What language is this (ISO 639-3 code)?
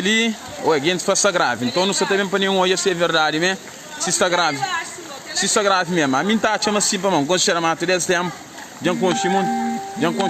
kea